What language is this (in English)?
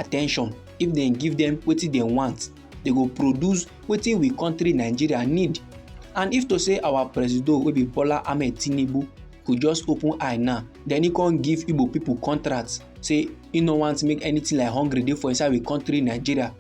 Nigerian Pidgin